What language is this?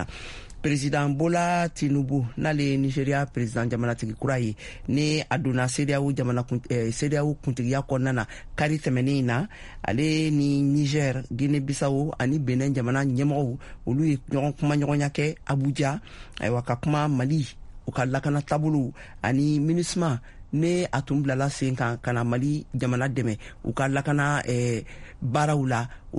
Bambara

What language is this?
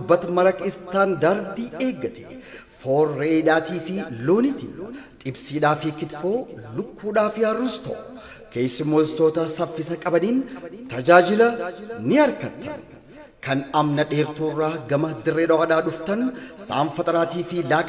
Oromo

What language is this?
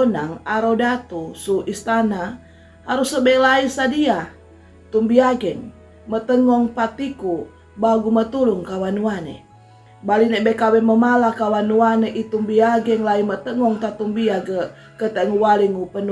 Sangir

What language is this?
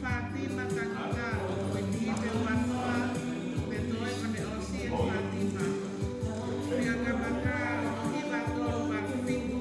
Tongan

